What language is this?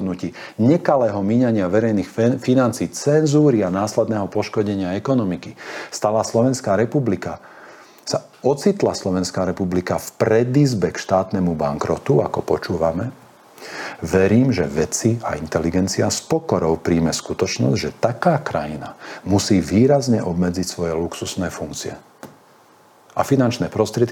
Slovak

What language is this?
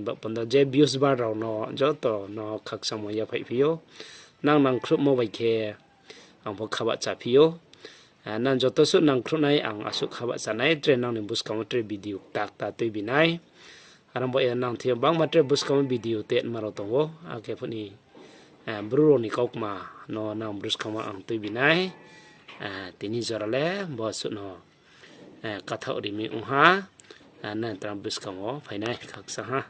Riang (India)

